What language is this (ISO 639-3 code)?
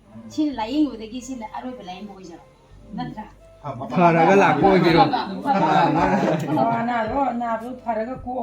mni